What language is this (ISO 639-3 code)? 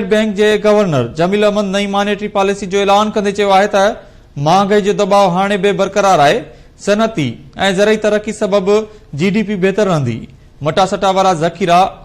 snd